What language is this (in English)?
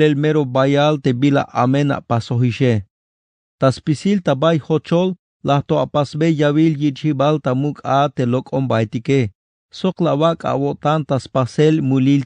Tzeltal